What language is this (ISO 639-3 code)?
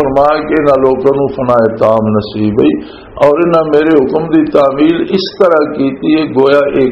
lah